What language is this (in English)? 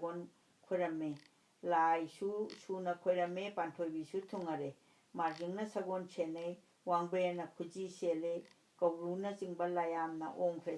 Manipuri